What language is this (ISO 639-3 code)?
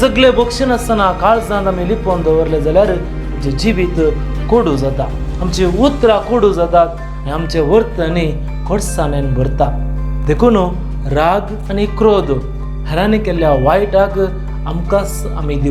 kok